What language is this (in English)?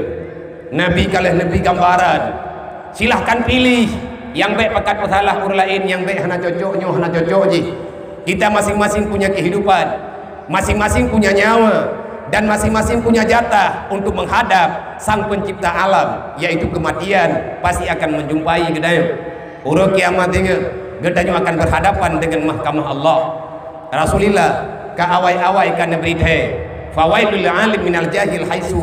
Achinese